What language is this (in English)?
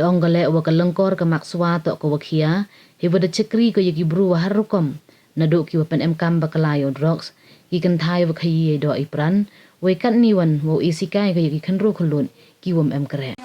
Pnar